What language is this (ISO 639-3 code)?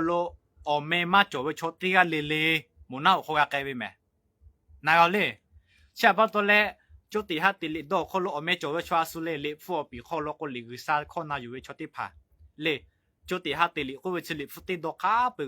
lhu